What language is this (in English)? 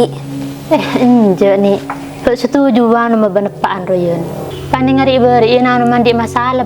Madurese